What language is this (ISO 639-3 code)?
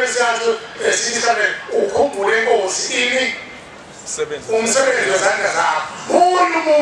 zul